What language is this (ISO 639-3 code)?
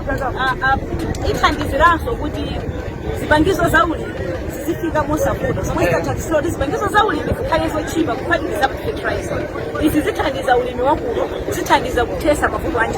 nya